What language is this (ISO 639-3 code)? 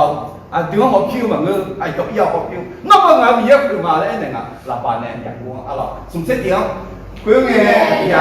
ahk